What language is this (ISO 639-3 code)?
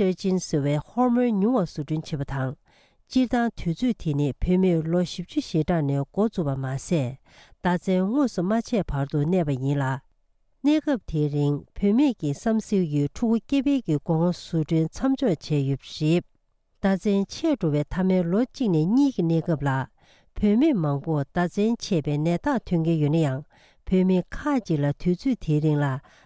bod